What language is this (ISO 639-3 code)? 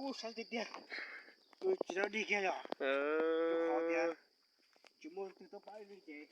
hmn